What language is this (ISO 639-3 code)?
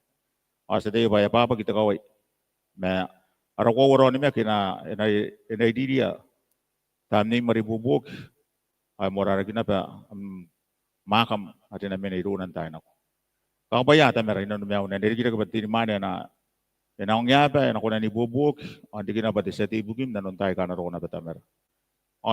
gil